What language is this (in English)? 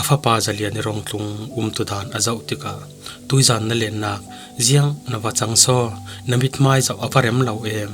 Falam Chin